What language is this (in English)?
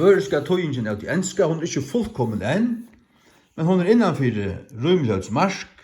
Faroese